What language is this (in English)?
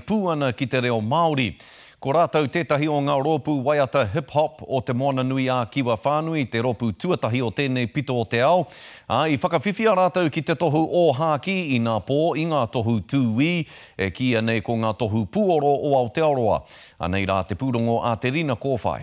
Māori